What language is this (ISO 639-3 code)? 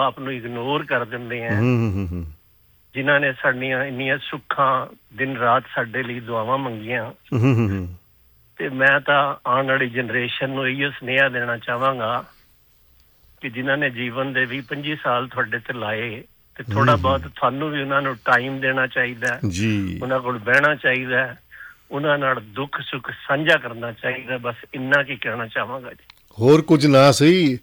pan